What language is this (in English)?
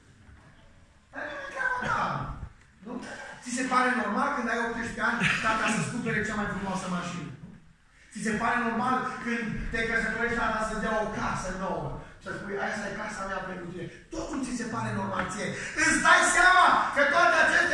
Romanian